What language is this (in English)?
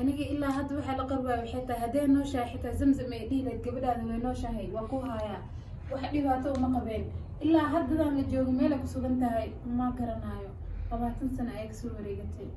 Somali